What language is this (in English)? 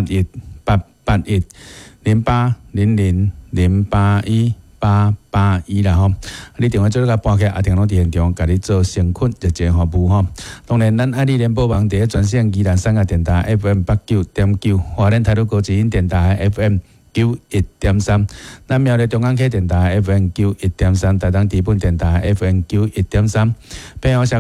Min Nan Chinese